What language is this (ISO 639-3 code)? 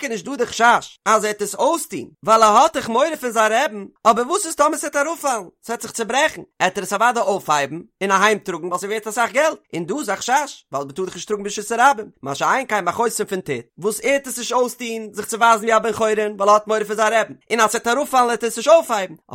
yid